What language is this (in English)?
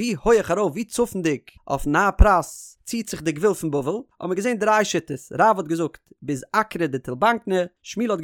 Yiddish